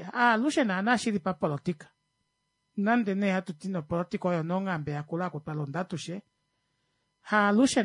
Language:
Kuanyama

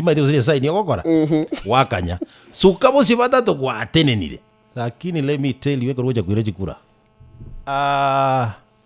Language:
Gusii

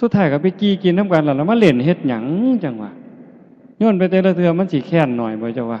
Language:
Northeastern Thai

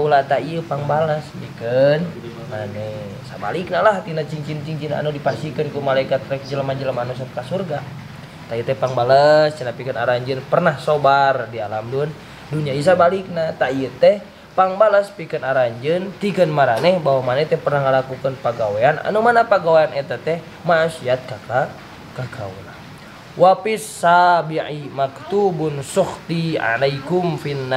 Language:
Sundanese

